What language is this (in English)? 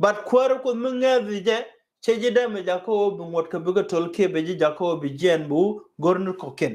Nuer